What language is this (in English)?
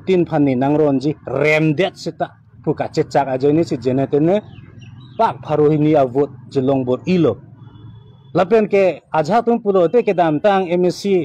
Karbi